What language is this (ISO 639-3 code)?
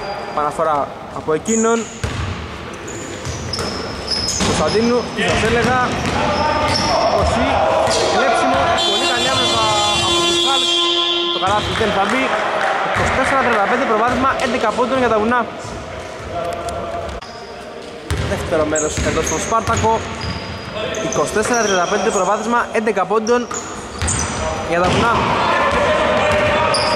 ell